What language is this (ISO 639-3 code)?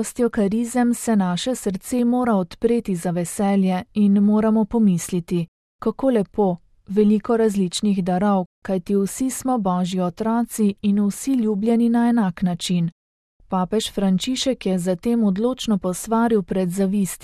slv